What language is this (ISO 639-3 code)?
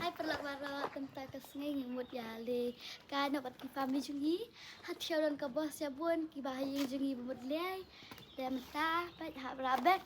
kha